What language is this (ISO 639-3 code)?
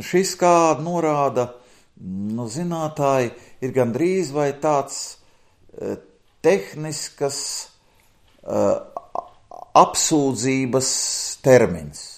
lav